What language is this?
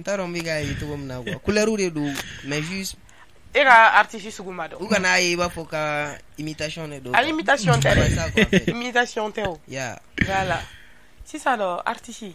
Bambara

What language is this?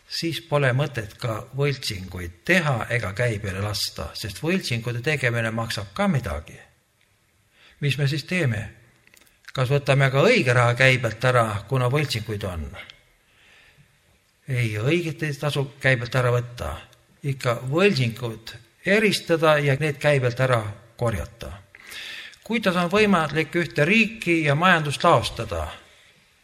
Estonian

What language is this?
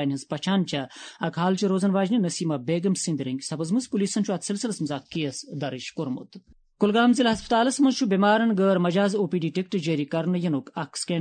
Kashmiri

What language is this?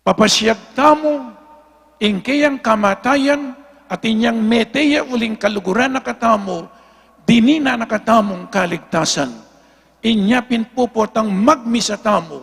Pampanga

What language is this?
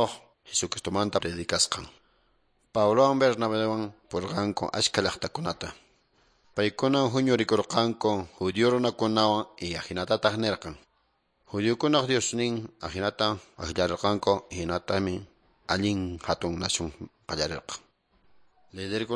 Quechua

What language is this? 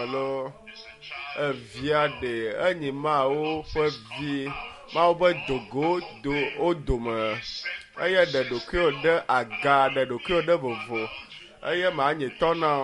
Ewe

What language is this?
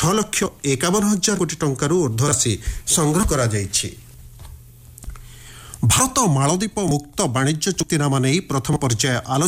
Odia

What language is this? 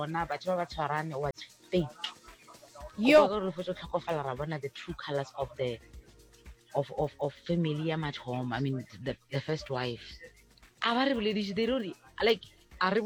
Northern Sotho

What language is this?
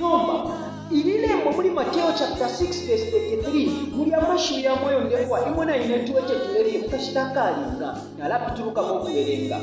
Bemba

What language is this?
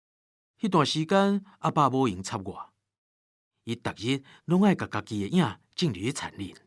Min Nan Chinese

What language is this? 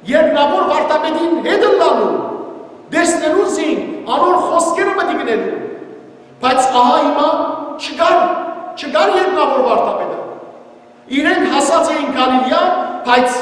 Western Armenian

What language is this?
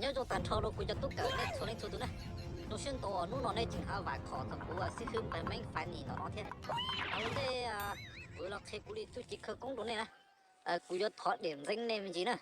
Hmong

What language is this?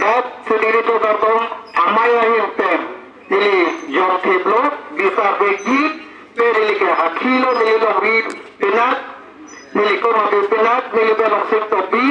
Karbi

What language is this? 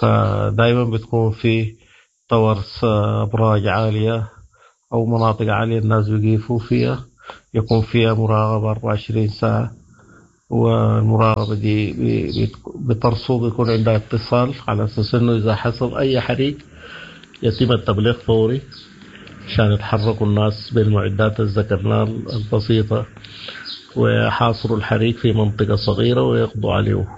Sudanese Arabic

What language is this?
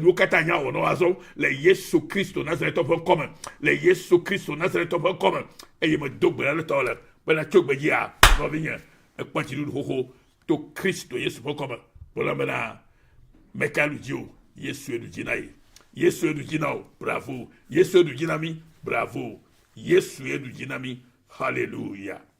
Ewe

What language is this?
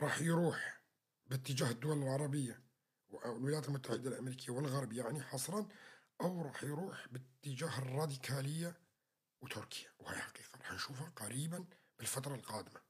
North Levantine Arabic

